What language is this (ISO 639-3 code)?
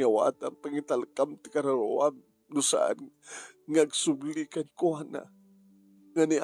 ilo